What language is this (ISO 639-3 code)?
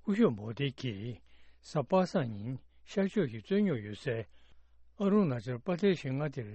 bod